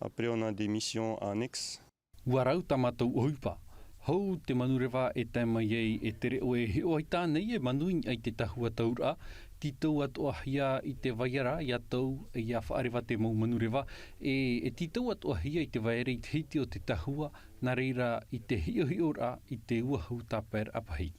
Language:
Tahitian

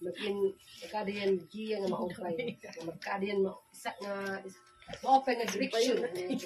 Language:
Waray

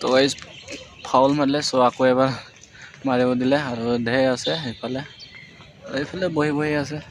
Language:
Assamese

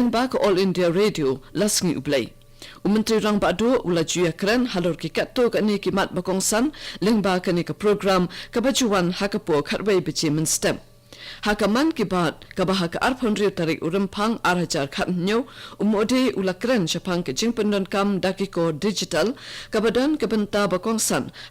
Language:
Khasi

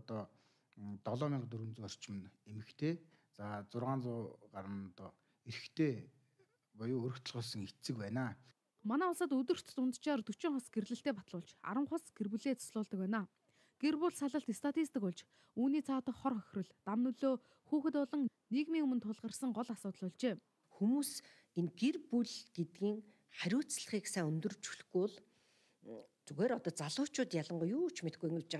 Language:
Mongolian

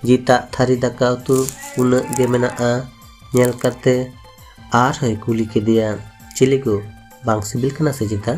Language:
Santali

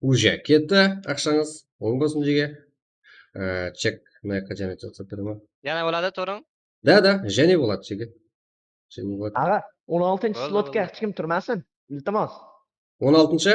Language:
Kara-Kalpak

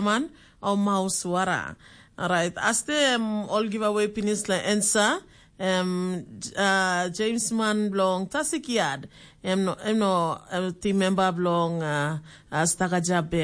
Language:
Tok Pisin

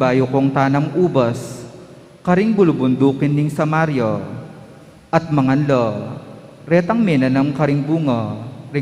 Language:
Pampanga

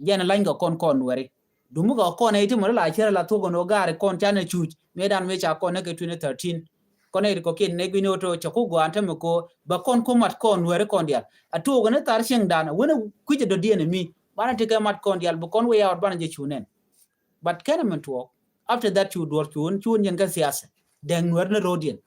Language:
Nuer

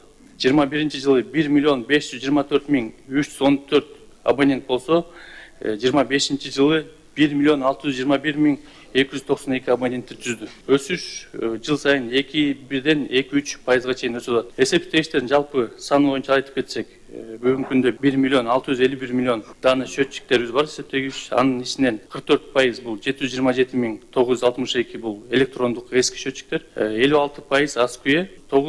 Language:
Kyrgyz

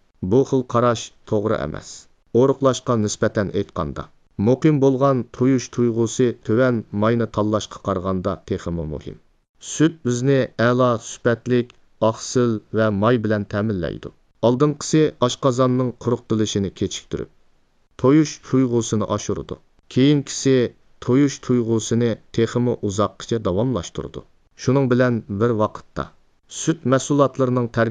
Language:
Uyghur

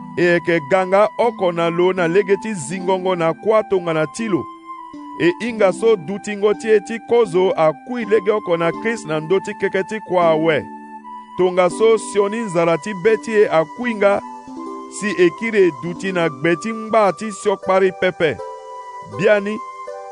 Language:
Sango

